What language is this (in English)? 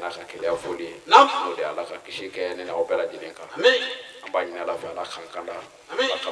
Bambara